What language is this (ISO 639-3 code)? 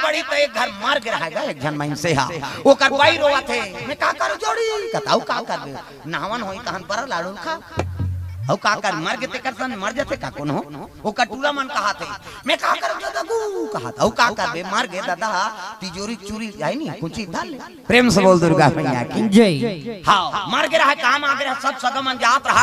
hne